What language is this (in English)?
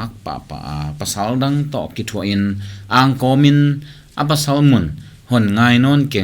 Tedim Chin